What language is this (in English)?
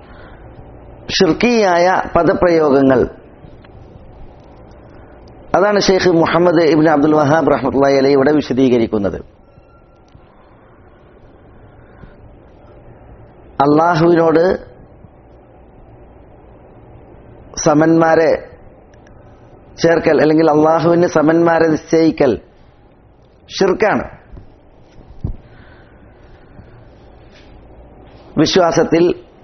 Malayalam